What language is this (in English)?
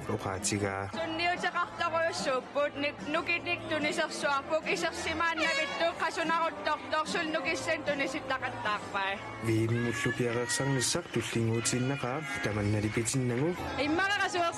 Kalaallisut